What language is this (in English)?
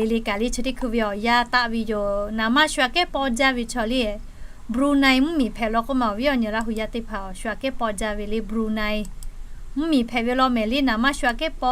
Lahu